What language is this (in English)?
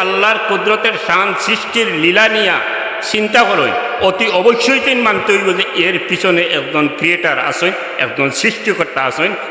Sylheti